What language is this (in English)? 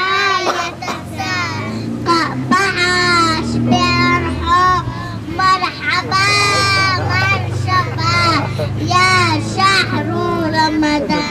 Chechen